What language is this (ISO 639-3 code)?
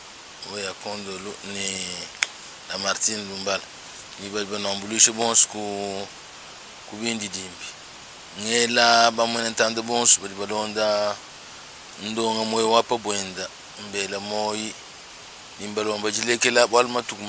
lua